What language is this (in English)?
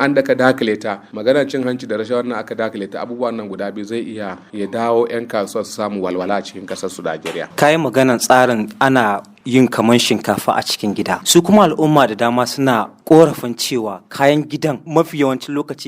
Hausa